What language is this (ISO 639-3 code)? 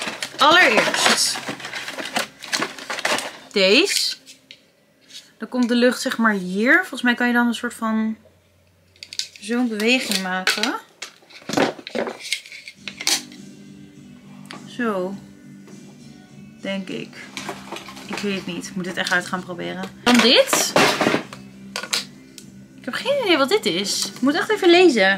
nld